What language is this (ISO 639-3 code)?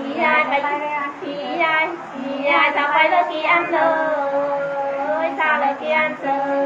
nut